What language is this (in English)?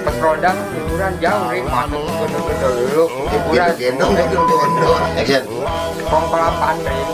Betawi